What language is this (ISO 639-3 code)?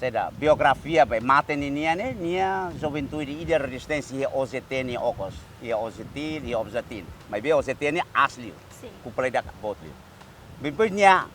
tet